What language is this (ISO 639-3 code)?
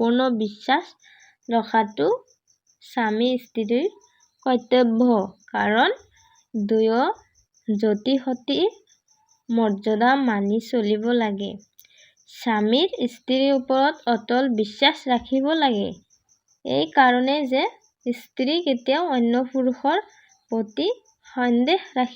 asm